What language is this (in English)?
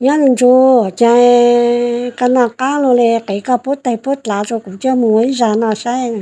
Hmong